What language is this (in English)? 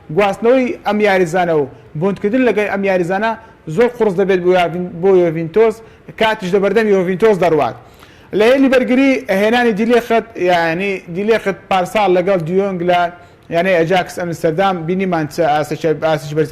Central Kurdish